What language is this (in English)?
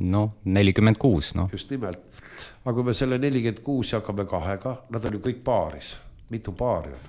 Estonian